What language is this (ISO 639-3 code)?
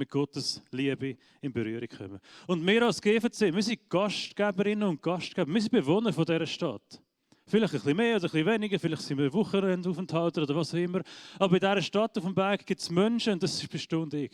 gsw